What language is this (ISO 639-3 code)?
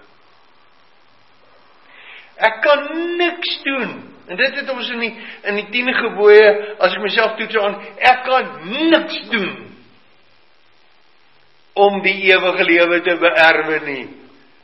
afr